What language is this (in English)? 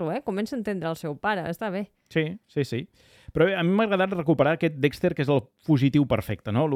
Catalan